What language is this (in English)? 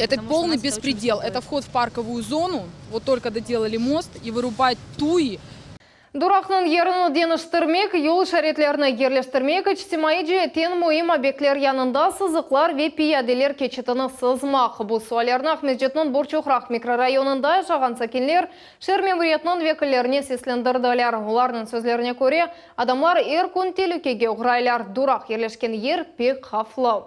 Crimean Tatar